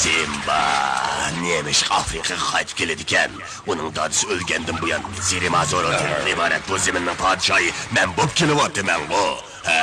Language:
Uyghur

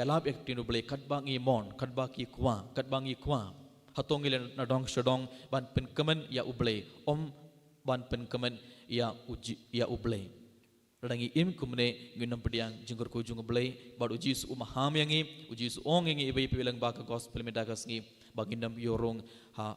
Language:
Khasi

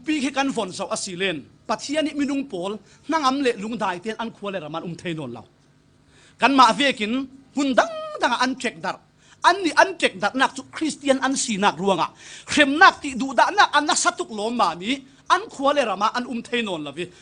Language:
Falam Chin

